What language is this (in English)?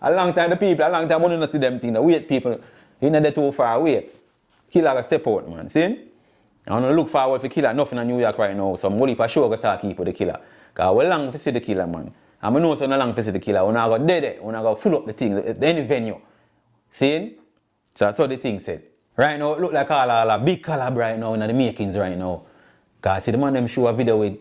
Jamaican Creole English